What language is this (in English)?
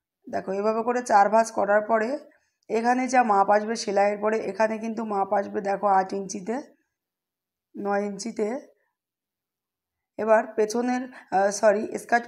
Bangla